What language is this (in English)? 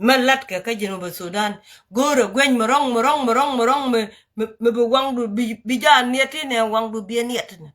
Nuer